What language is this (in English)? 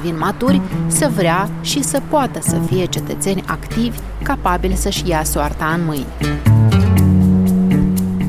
Romanian